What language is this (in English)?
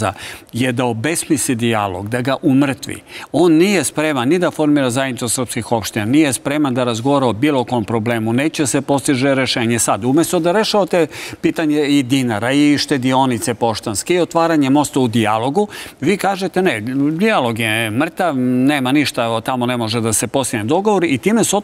Serbian